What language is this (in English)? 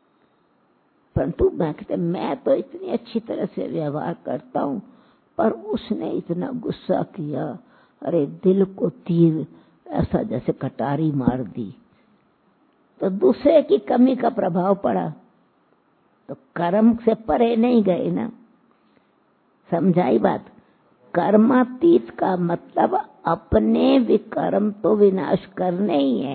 Hindi